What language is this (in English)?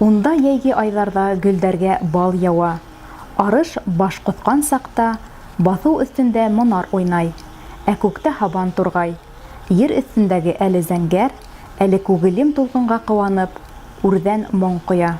Bashkir